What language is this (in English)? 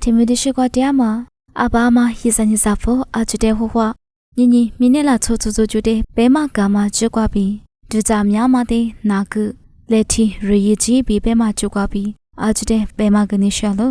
Lisu